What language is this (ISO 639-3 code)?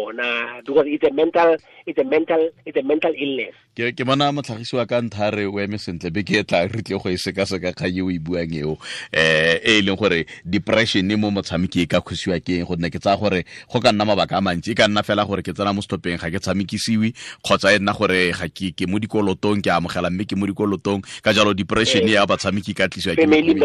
tsn